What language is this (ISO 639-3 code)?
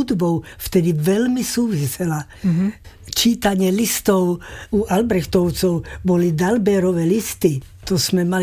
slk